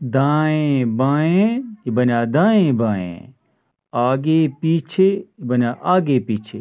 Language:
Kashmiri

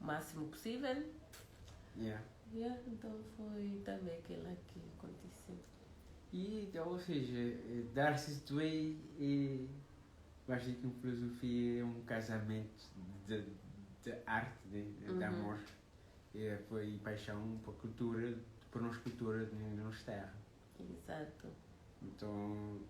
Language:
Kabuverdianu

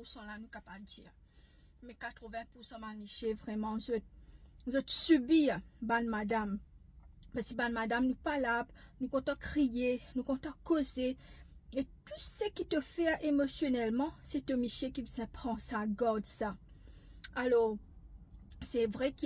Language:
Morisyen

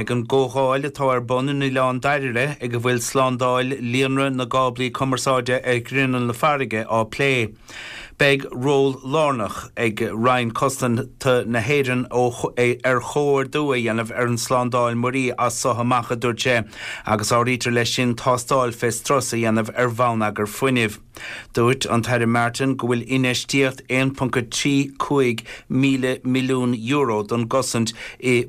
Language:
Irish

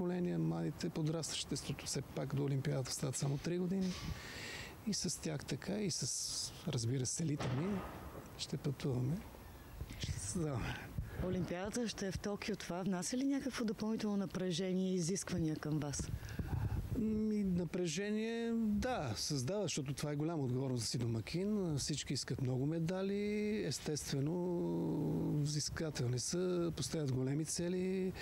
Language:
Bulgarian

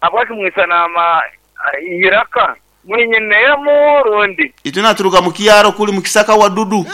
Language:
Nyoro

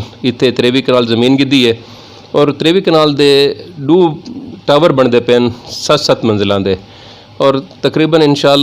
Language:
Western Panjabi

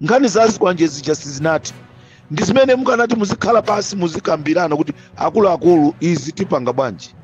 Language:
Nyanja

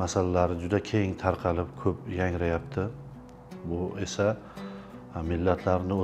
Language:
Uzbek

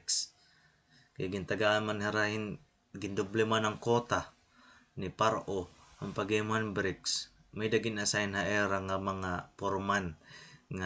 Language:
Waray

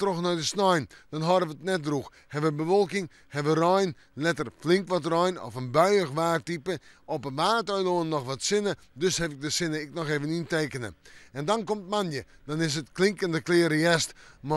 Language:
Western Frisian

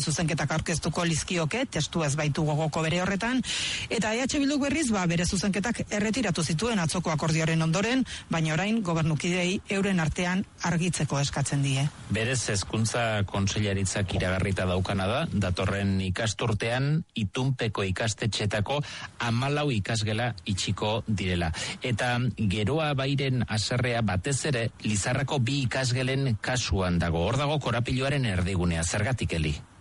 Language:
Basque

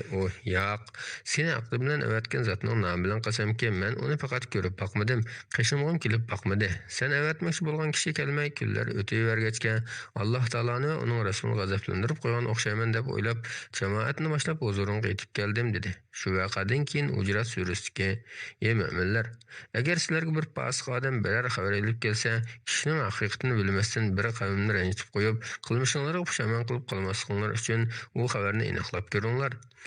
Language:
Uyghur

